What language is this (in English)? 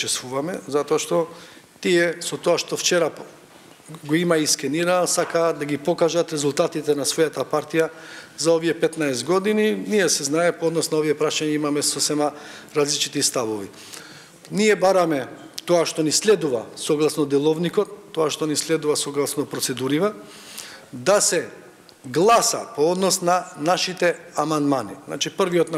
Macedonian